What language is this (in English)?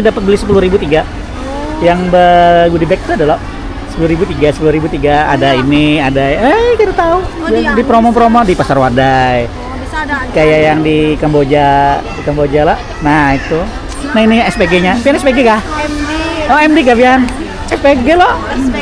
Banjar